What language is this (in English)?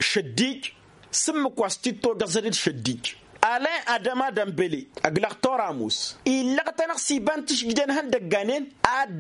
Tamasheq